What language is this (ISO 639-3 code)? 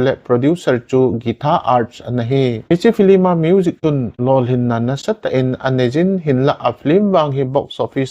tcz